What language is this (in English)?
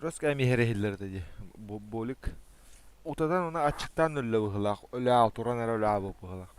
Yakut